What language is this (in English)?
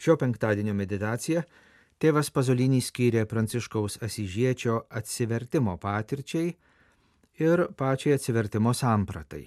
Lithuanian